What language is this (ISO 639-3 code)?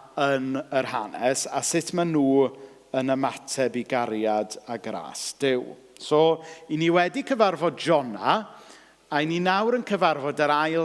cym